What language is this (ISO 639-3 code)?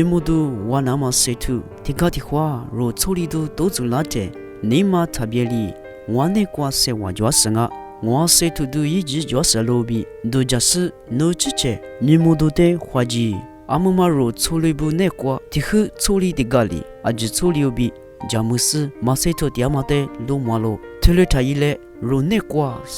lis